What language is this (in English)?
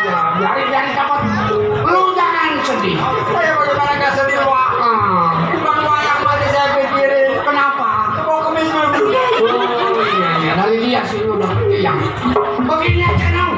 Betawi